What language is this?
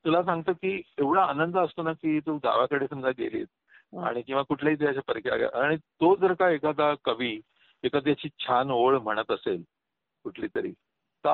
Marathi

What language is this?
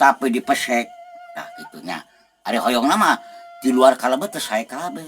Sundanese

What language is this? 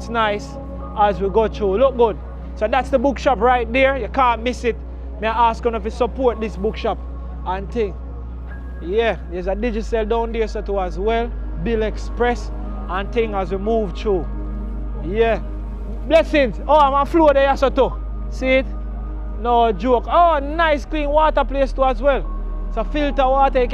Jamaican Creole English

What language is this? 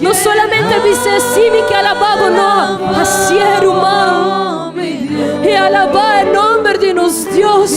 Papiamento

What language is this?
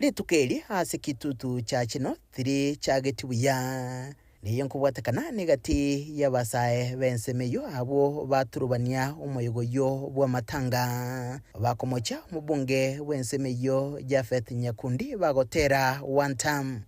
Gusii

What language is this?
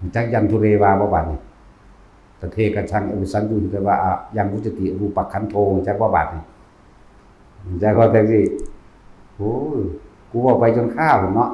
Northeastern Thai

